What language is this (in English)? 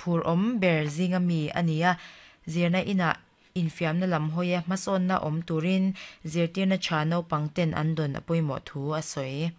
Mizo